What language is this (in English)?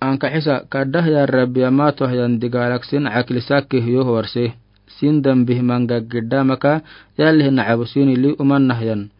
Afar